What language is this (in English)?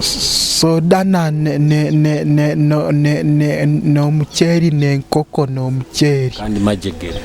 Nyoro